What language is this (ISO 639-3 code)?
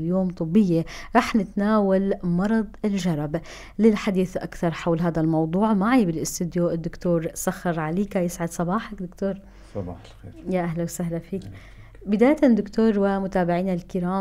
apc